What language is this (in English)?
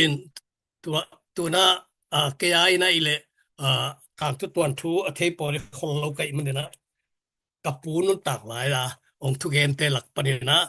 Tedim Chin